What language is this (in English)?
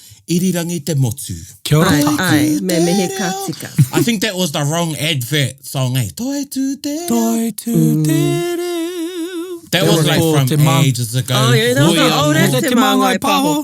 Māori